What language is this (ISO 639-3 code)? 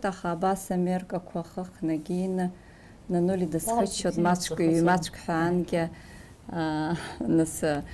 abk